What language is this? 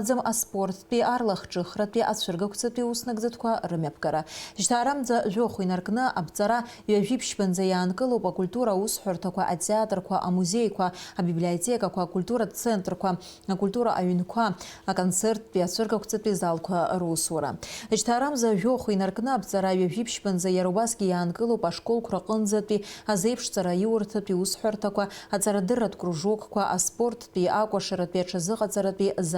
Abkhazian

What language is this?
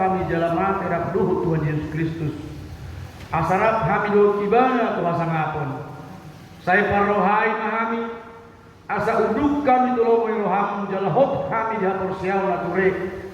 Batak Toba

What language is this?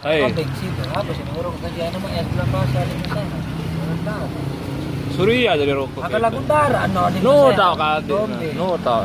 Sasak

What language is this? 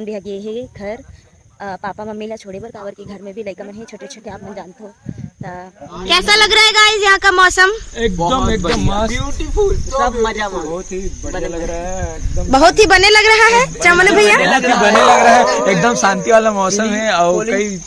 Chhattisgarhi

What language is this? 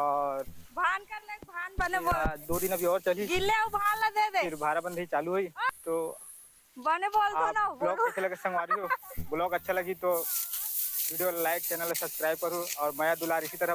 Chhattisgarhi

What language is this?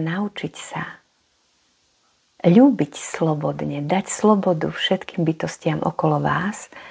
Slovak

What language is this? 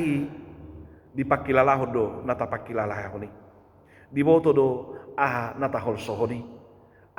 Batak Toba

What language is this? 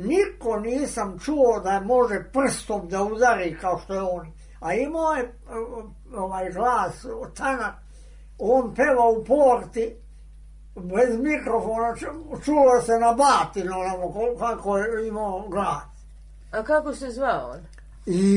Serbian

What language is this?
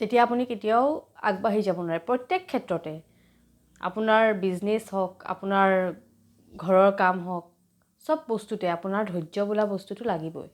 Assamese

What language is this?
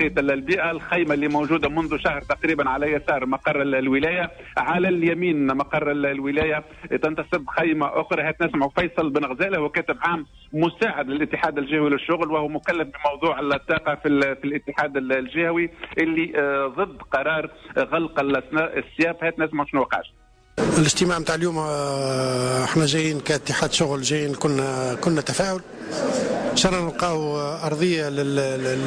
Tunisian Arabic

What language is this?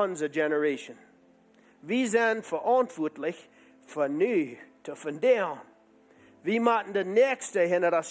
Plautdietsch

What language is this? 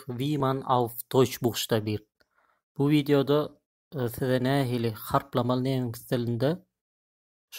Turkmen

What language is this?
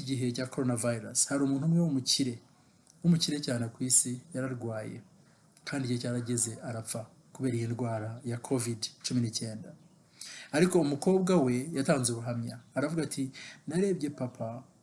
Kinyarwanda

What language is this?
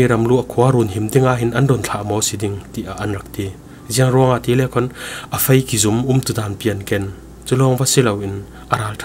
Falam Chin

